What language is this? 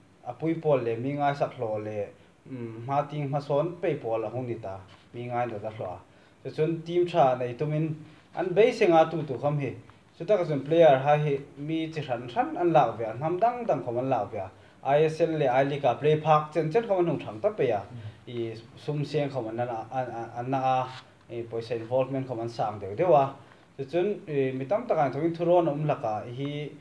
Hmar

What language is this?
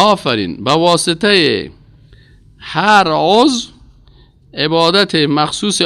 Persian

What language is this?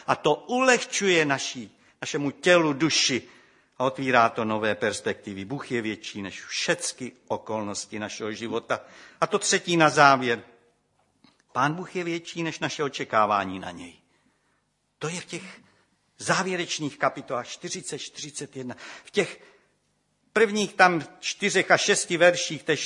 Czech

